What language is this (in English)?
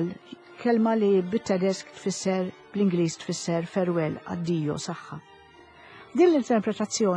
Maltese